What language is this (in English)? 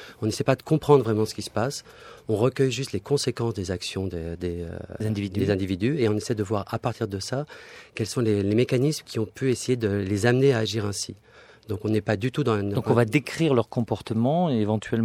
French